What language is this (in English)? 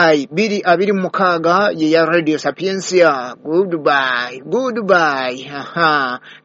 Ganda